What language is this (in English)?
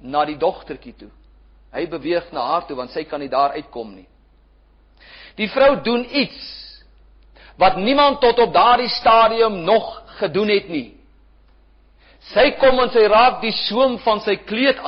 Afrikaans